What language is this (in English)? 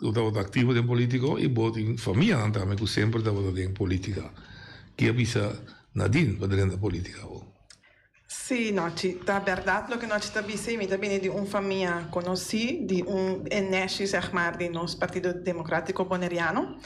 Papiamento